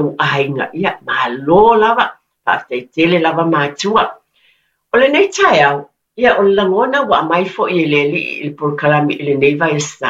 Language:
Samoan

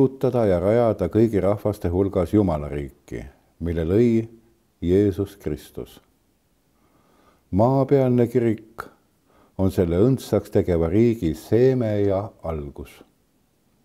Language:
Estonian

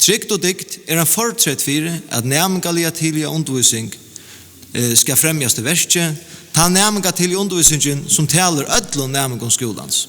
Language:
Faroese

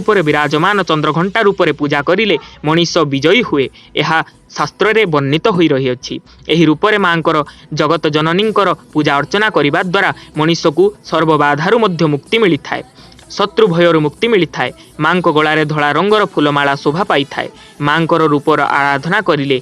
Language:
Odia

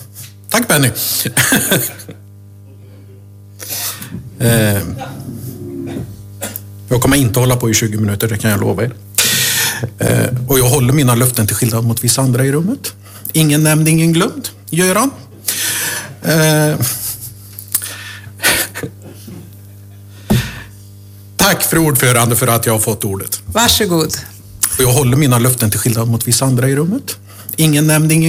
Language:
Swedish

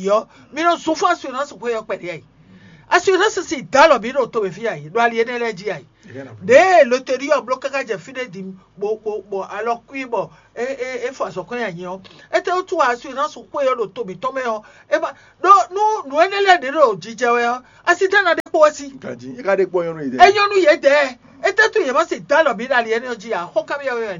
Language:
Fon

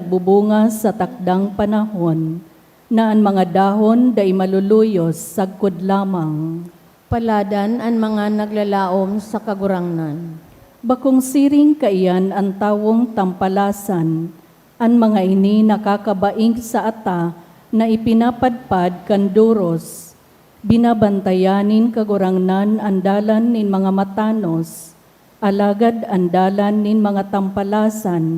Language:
Bikol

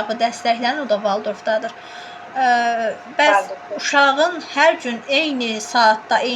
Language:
Azerbaijani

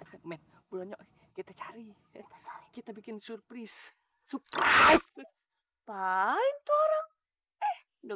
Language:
Betawi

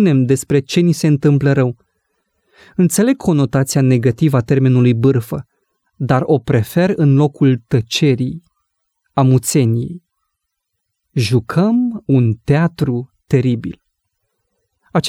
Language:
Romanian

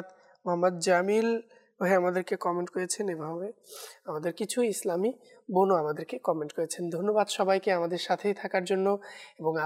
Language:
Bangla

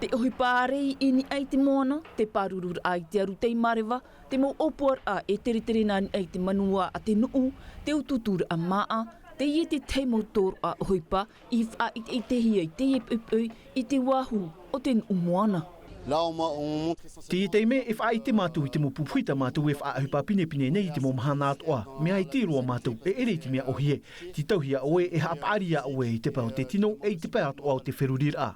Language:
Tahitian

